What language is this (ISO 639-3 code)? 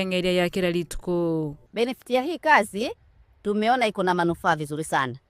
guz